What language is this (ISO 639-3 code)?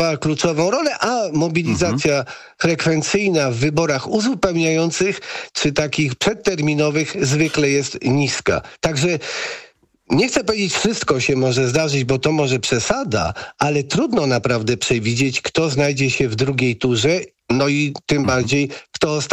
pol